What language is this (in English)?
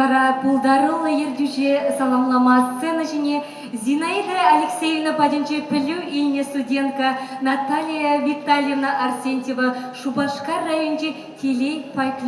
Chuvash